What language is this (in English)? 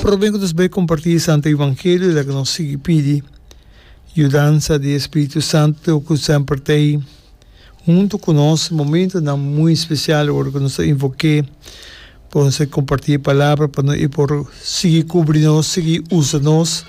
Papiamento